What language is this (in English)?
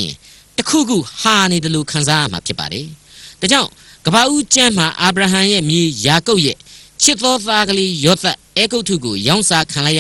Burmese